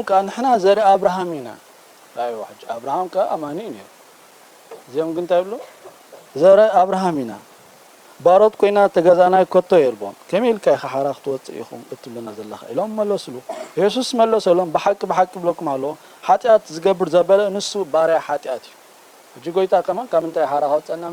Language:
Tigrinya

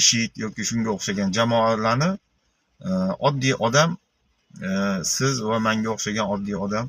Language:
Uzbek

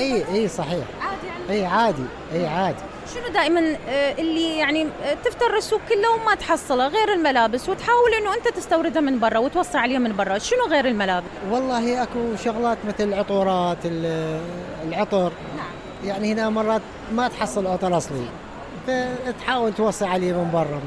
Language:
Mesopotamian Arabic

